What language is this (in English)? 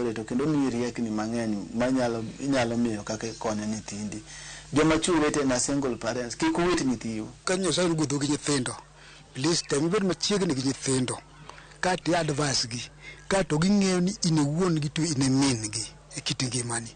Luo (Kenya and Tanzania)